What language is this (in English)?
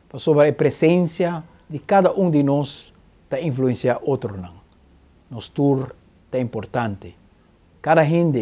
Papiamento